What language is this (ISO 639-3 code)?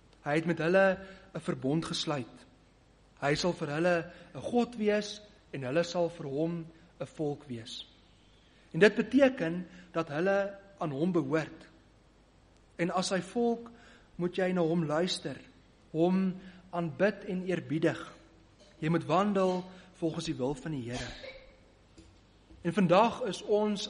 afr